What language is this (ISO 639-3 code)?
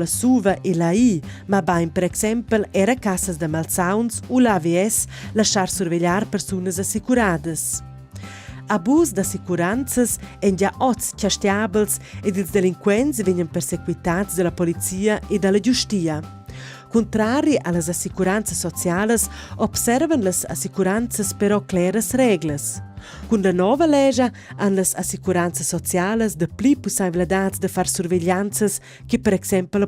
roh